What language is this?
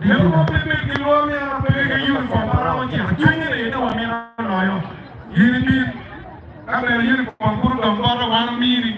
Acoli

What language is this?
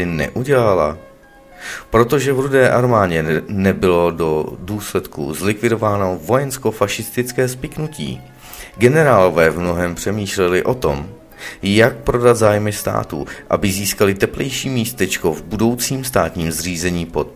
Czech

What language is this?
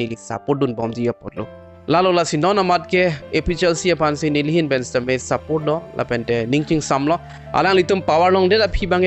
Karbi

